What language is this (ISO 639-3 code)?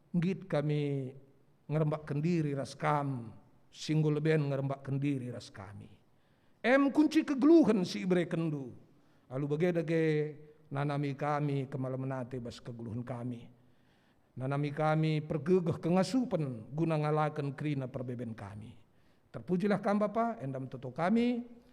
btx